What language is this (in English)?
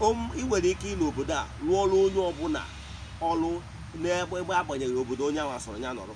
Igbo